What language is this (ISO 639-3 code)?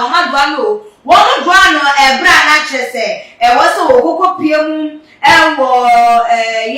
aka